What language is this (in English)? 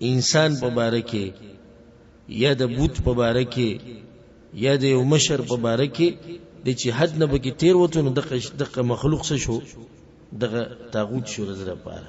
Pashto